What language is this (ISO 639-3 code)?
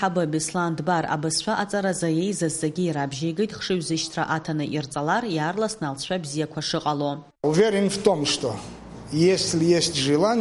abk